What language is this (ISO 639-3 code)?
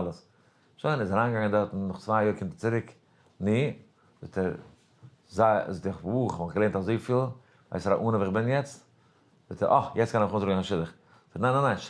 yid